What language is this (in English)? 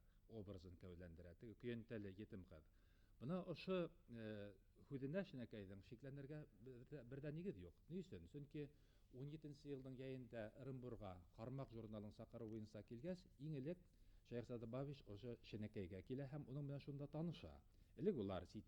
Bashkir